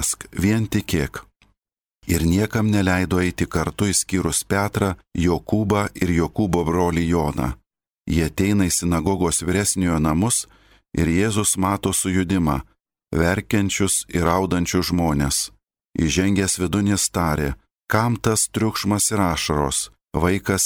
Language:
Lithuanian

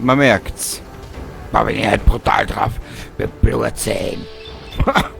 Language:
Bavarian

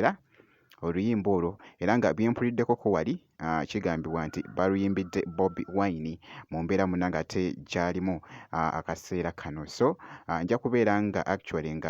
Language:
Ganda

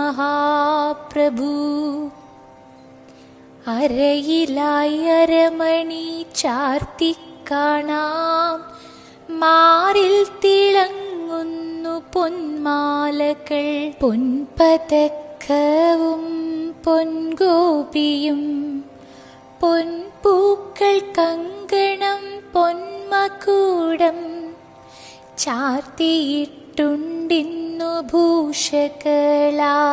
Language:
Malayalam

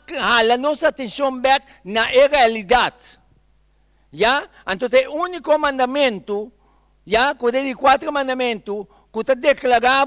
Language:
Papiamento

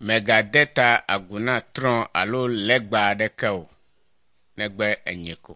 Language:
Ewe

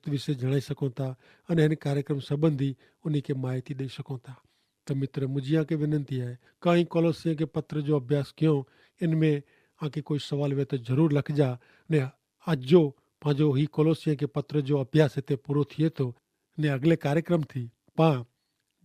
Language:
Kachhi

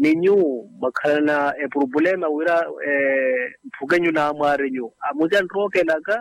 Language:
Makhuwa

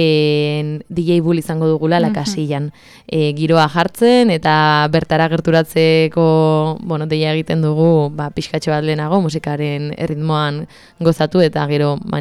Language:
Basque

